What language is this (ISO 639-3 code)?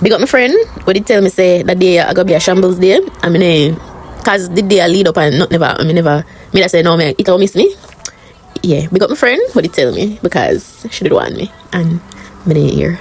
jam